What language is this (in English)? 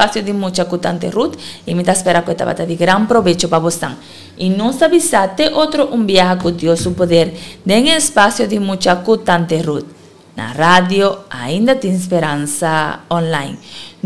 Papiamento